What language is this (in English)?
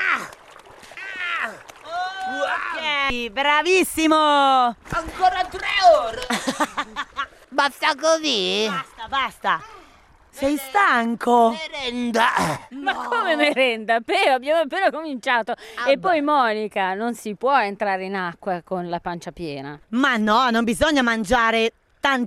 Italian